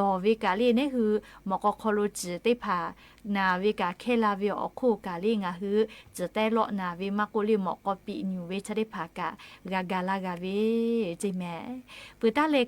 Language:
Lahu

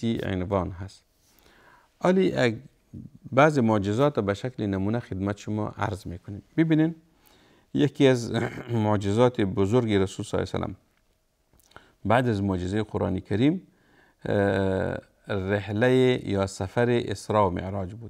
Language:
Persian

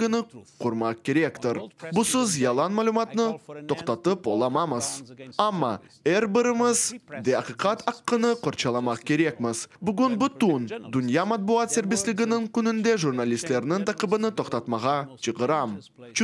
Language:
Crimean Tatar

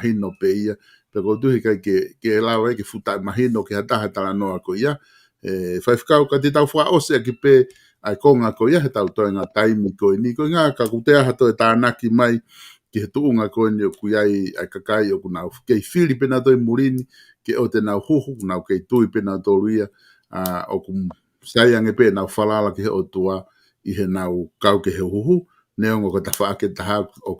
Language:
Tongan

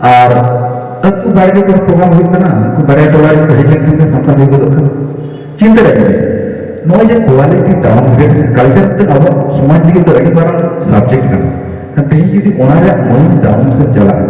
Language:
Santali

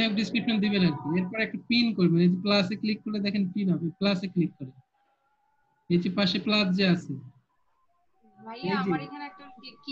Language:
Bangla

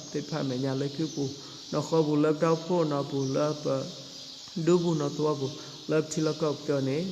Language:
S'gaw Karen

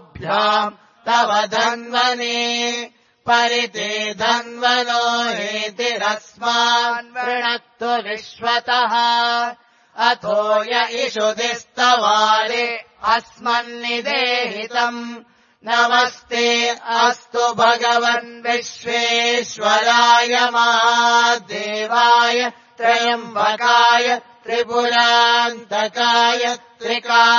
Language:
Sanskrit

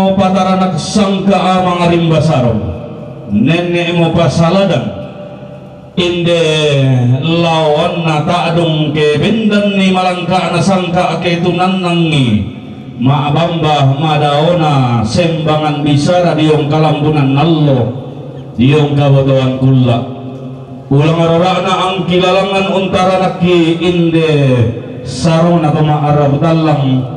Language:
Toraja-Sa'dan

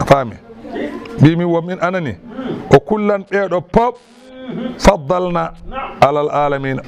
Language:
Fula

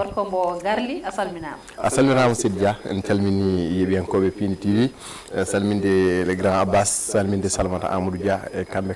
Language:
Fula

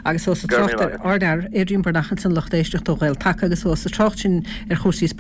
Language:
Irish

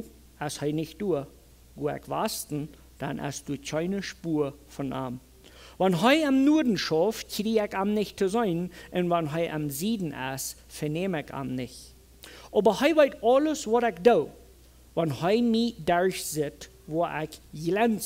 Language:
Plautdietsch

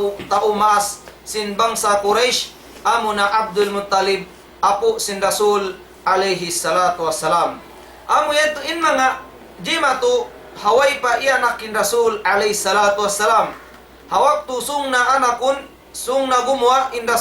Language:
Tausug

